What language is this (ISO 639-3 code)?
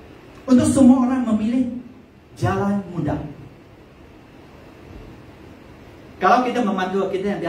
msa